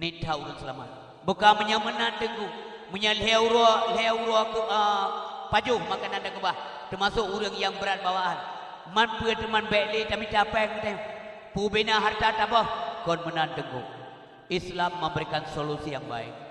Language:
Achinese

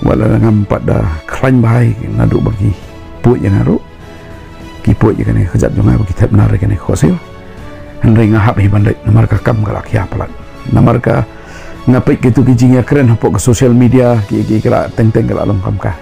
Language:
Khasi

